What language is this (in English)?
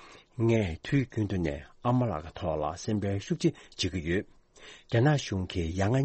Tibetan